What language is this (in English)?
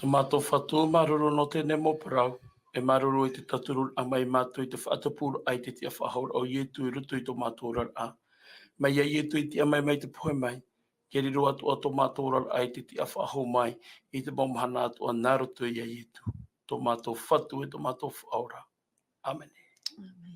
Tahitian